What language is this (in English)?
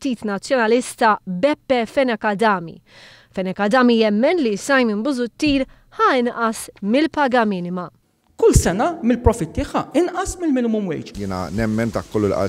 Maltese